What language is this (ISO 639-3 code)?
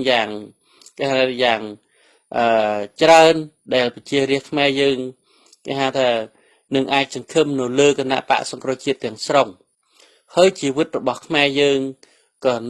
khm